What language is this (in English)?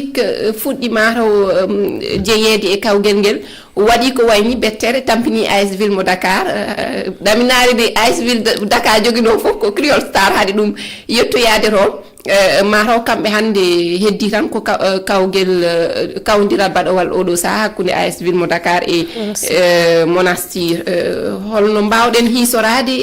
Fula